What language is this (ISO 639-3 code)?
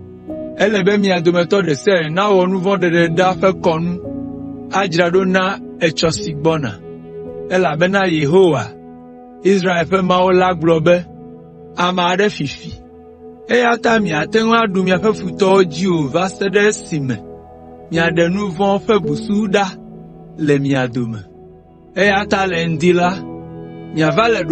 ewe